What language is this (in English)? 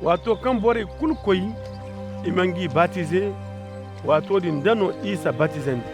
Koyraboro Senni